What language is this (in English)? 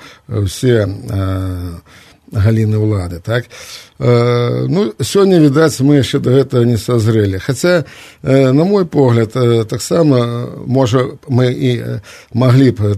Belarusian